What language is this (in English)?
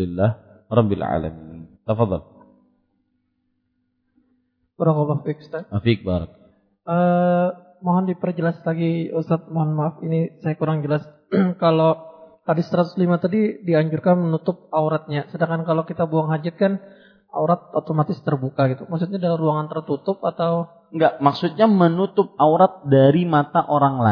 Indonesian